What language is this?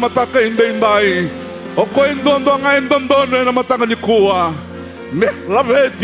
Fijian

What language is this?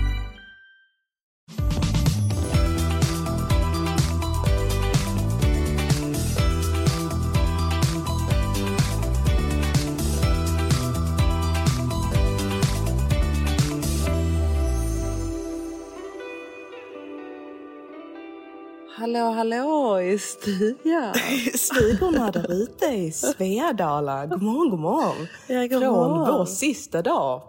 Swedish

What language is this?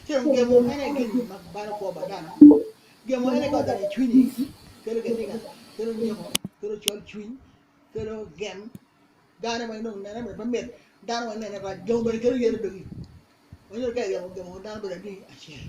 Acoli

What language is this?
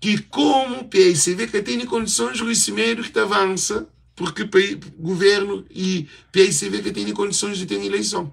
Kabuverdianu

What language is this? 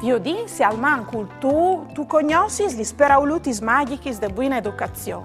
Friulian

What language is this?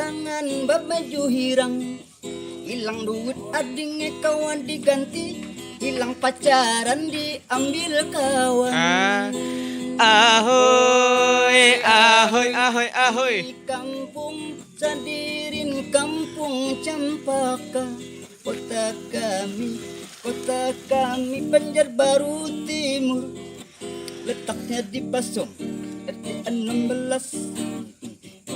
Banjar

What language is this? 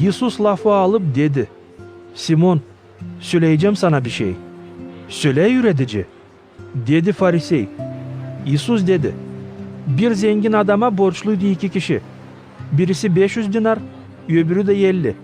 Gagauz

